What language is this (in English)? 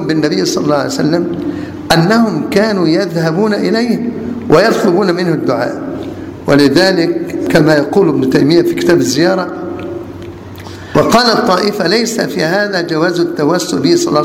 Arabic